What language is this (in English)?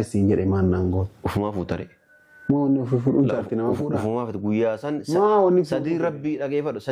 Oromo